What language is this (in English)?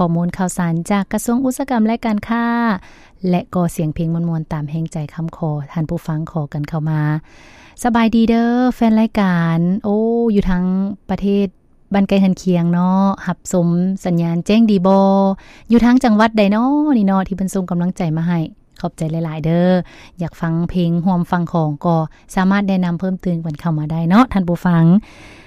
Lao